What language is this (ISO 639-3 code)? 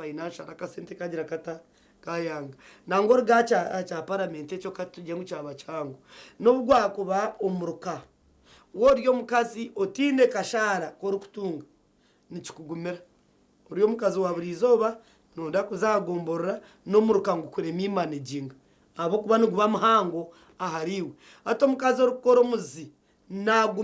nyn